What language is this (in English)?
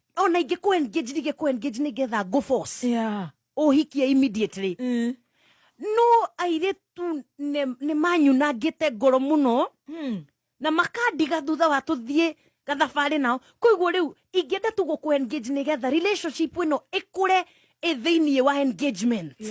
Kikuyu